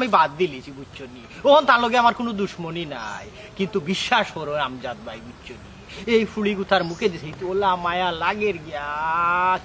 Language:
Sylheti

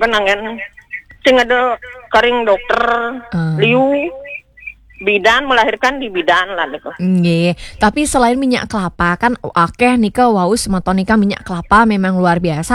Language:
Balinese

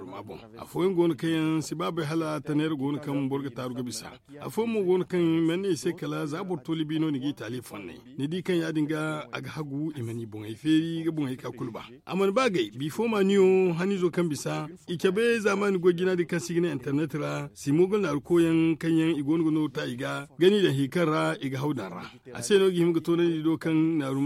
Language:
Zarma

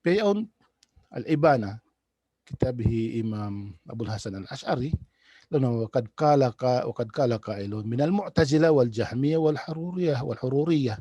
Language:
Tausug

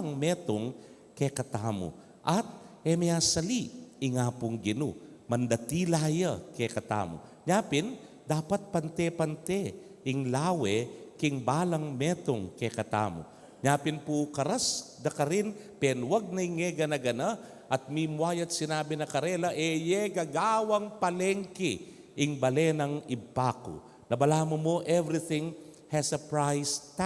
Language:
Pampanga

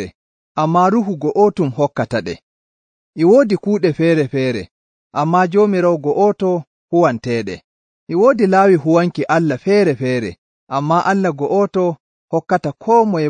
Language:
Nigerian Fulfulde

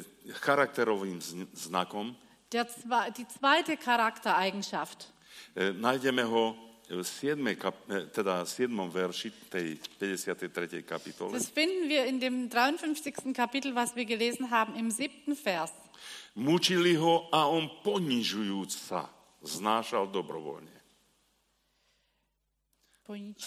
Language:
Slovak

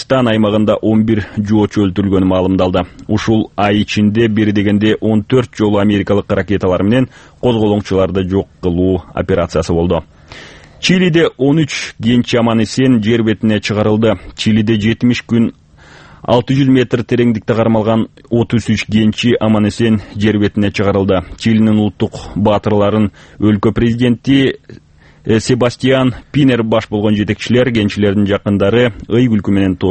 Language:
Kyrgyz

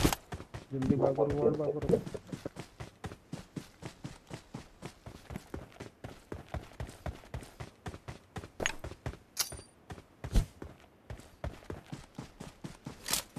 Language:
Kannada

